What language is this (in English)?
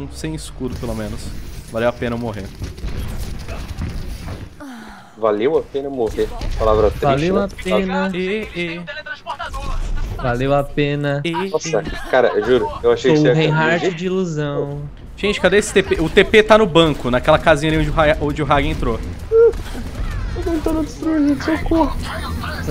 Portuguese